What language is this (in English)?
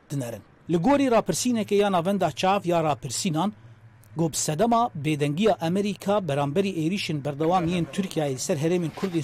Kurdish